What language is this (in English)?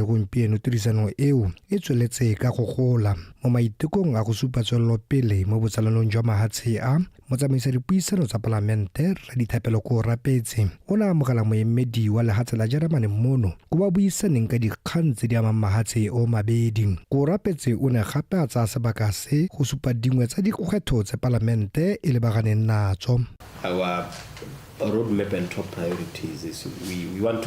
Tswana